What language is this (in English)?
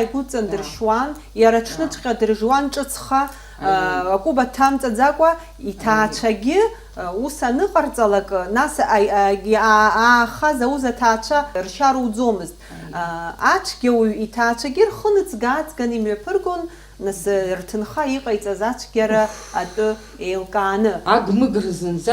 Abkhazian